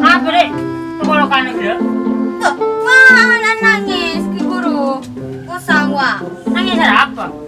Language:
Madurese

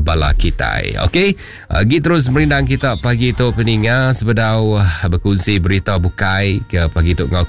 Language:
Iban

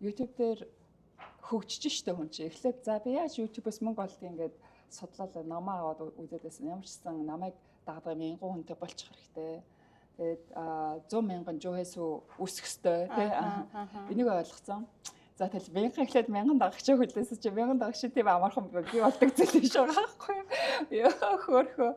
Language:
Mongolian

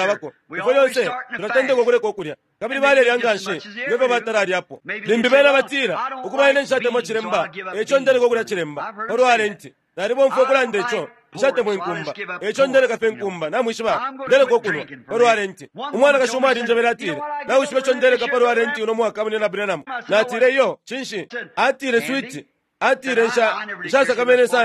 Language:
Bemba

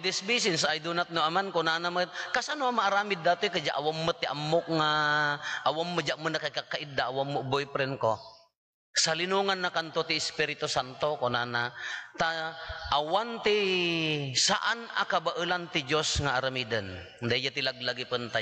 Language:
Iloko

